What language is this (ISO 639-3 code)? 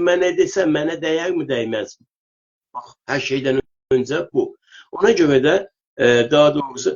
azb